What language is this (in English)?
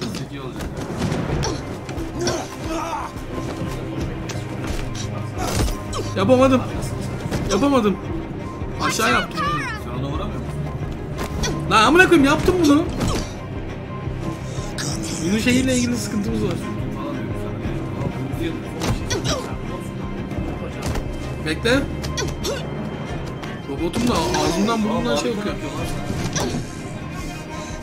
Turkish